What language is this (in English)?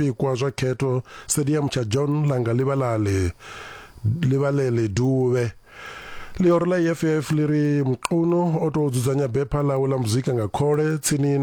Venda